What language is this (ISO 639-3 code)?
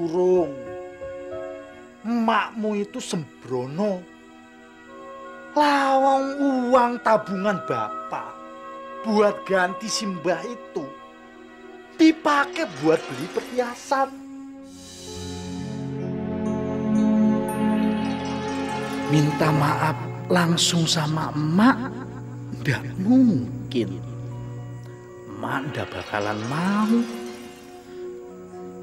ind